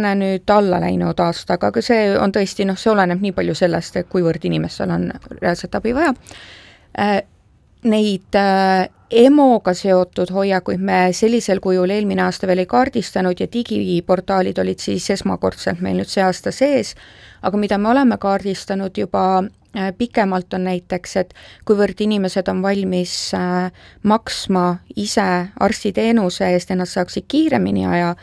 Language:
Estonian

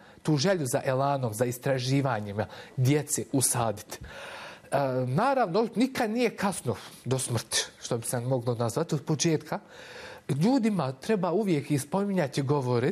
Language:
Bosnian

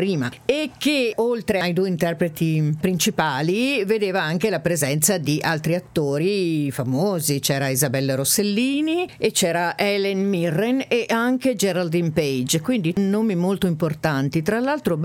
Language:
Italian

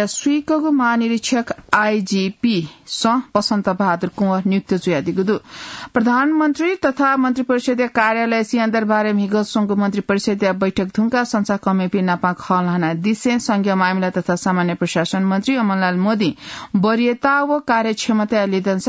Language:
Newari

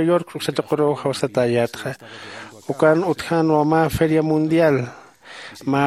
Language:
Aymara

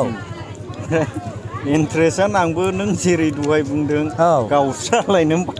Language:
Bodo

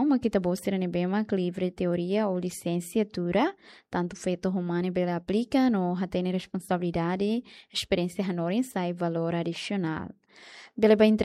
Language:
Tetum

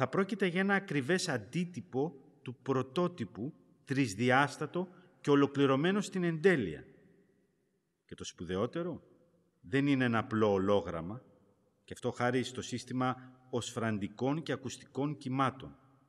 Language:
Greek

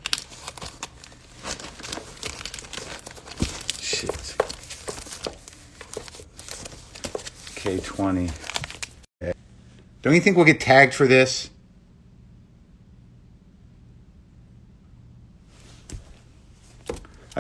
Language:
English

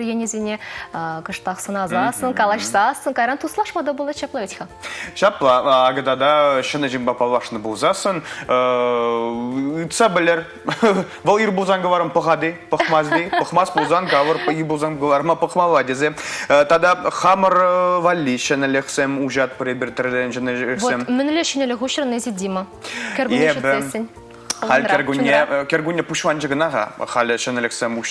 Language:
Chuvash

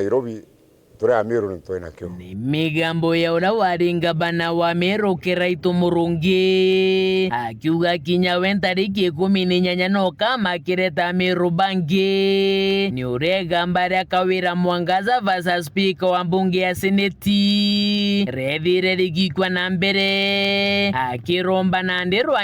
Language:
Meru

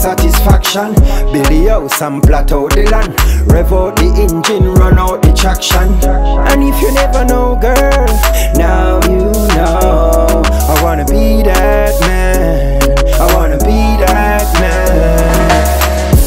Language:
English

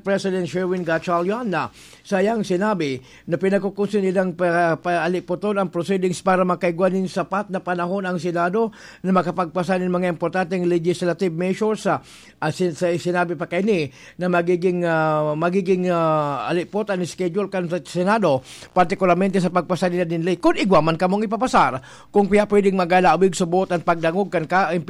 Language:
Bikol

